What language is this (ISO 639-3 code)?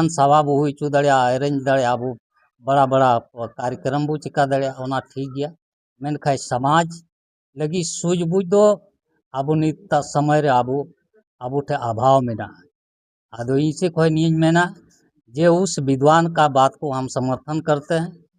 sat